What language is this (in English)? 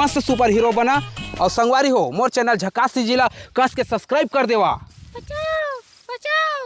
Chhattisgarhi